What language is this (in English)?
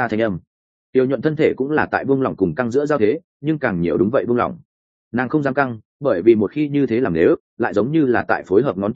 Vietnamese